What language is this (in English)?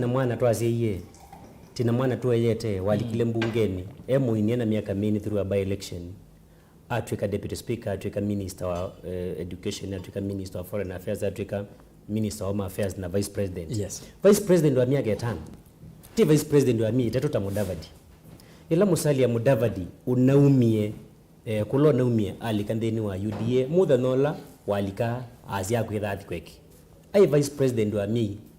Kamba